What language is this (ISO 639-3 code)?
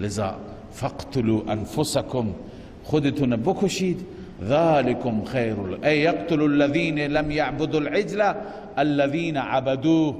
fas